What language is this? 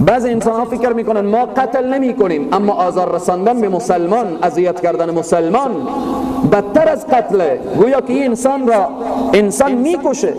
Persian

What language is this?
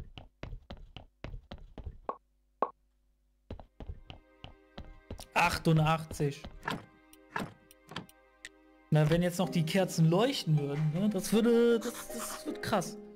German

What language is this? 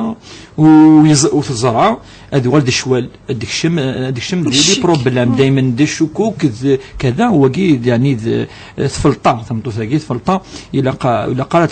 Kabyle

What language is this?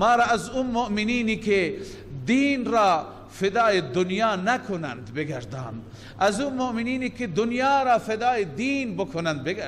Persian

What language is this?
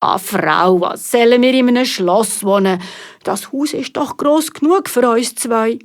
Swiss German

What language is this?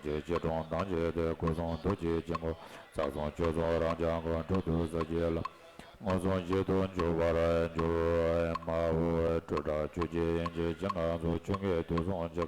Tibetan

